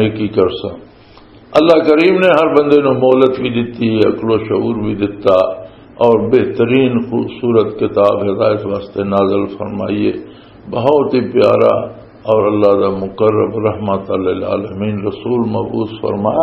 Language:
Western Panjabi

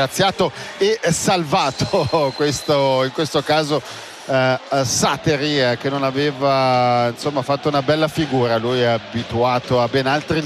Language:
Italian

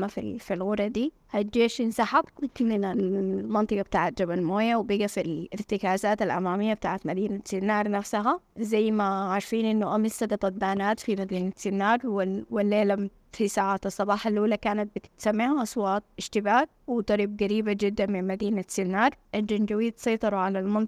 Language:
Sudanese Arabic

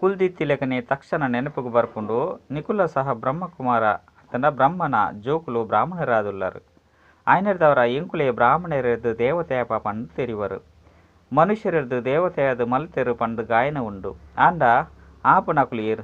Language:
Tulu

